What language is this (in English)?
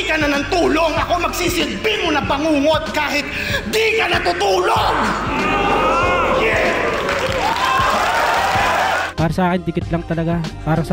Filipino